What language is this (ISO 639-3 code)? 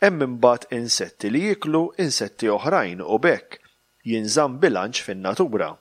mlt